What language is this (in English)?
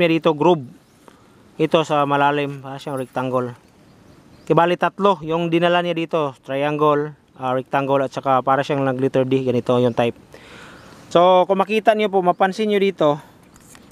Filipino